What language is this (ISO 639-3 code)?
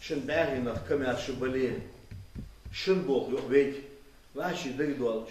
inh